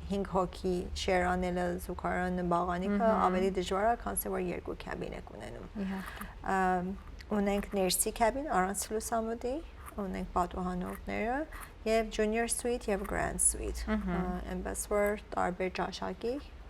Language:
Western Armenian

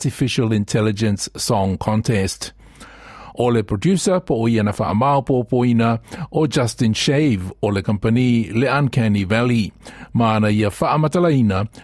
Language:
Samoan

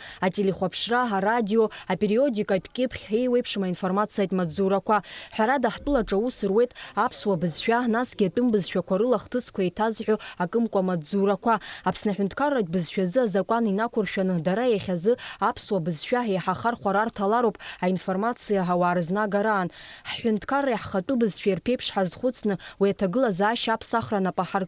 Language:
Abkhazian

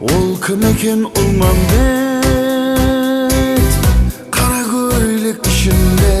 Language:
Kara-Kalpak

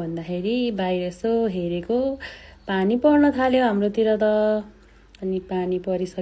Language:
Nepali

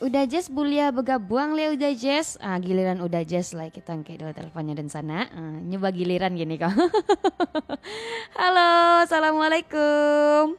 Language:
Minangkabau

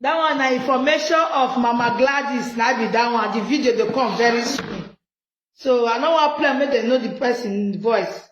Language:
Nigerian Pidgin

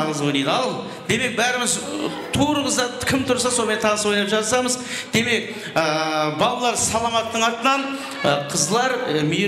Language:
Kara-Kalpak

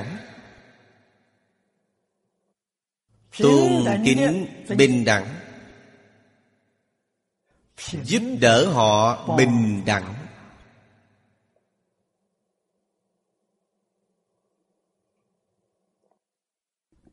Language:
Vietnamese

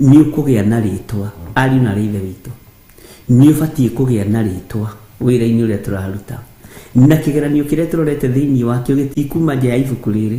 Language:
Kikuyu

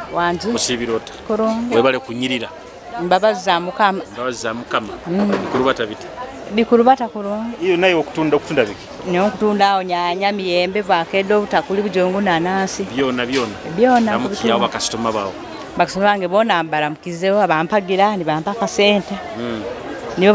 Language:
Nyoro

